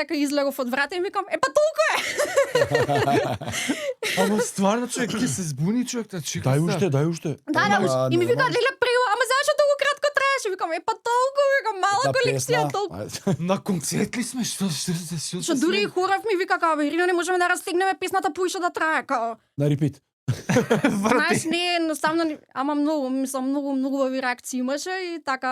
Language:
Macedonian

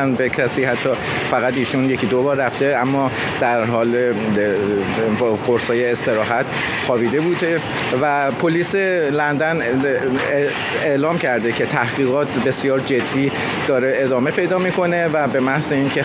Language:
Persian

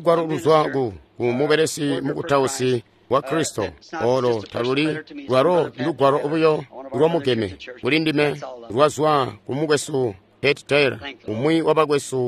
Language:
Tonga (Zambia)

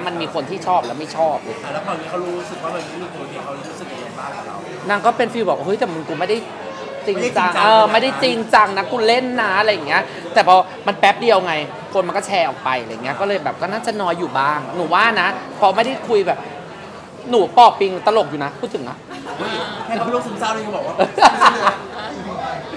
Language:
Thai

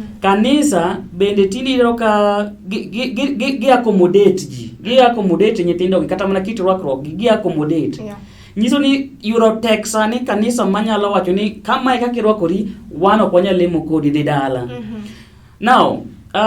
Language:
Luo (Kenya and Tanzania)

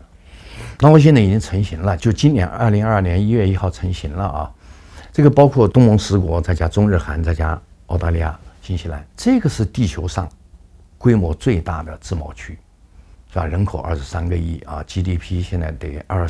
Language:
Chinese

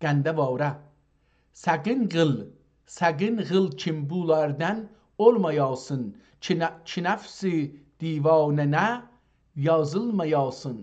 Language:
South Azerbaijani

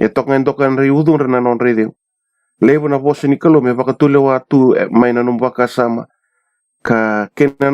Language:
Fijian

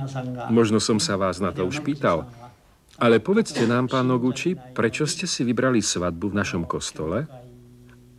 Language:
Slovak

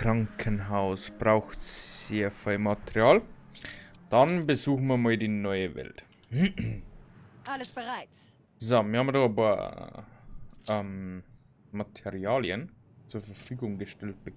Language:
Bavarian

